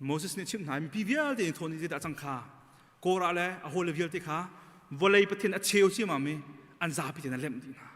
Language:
Hakha Chin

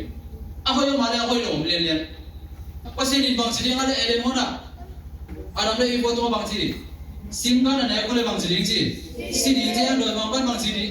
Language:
Tedim Chin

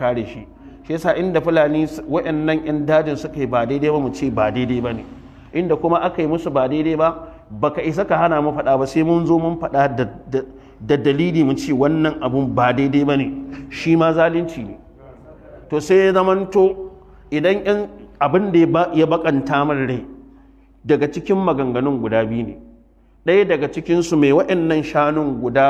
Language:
Hausa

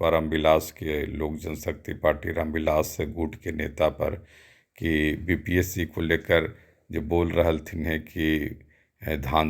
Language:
Magahi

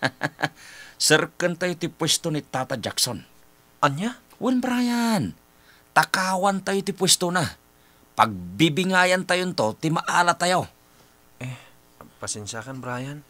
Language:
Iloko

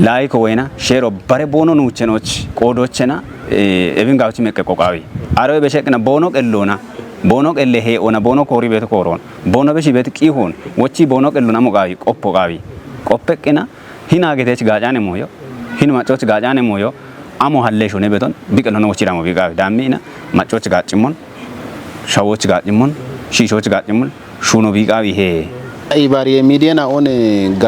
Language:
Kafa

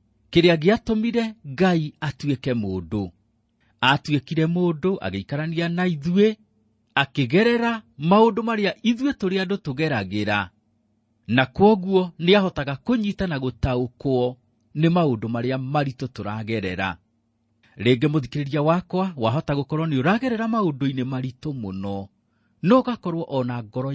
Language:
Kikuyu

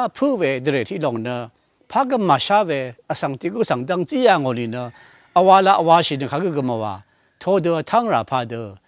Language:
Rawang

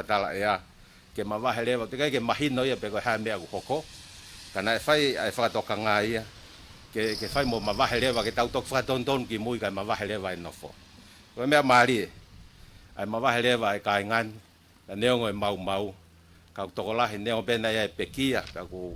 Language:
Tongan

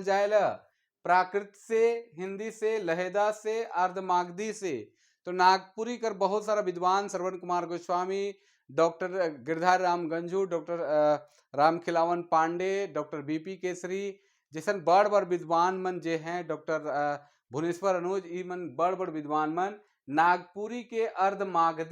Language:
Sadri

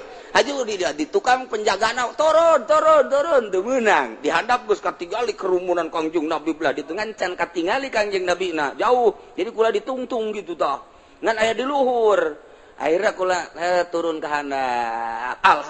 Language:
Sundanese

